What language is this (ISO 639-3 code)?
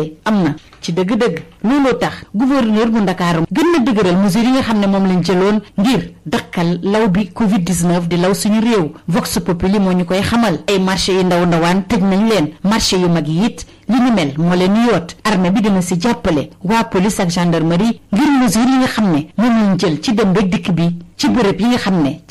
wol